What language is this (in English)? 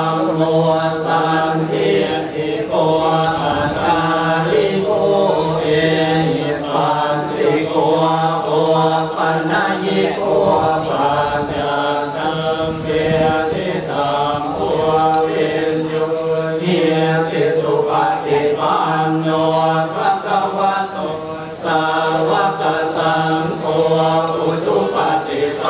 Pali